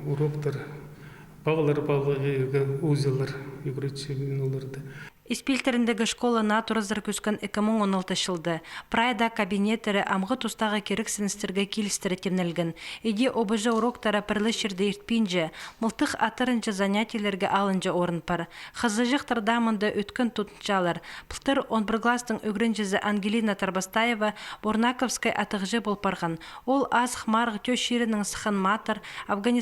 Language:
Khakas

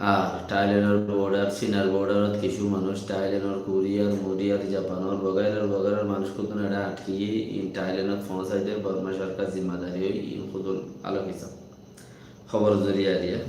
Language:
Rohingya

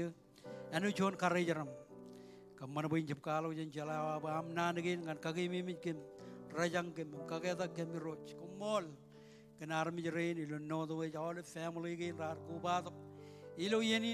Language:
Marshallese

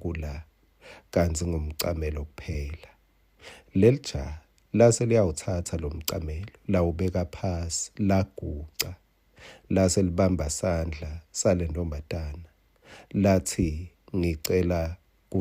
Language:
Swati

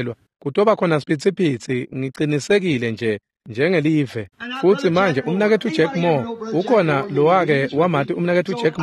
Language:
Swati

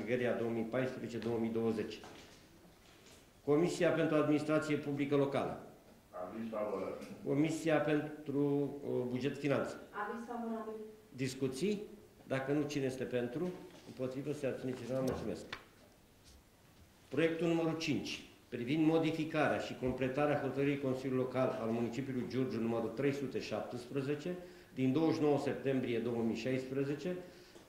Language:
Romanian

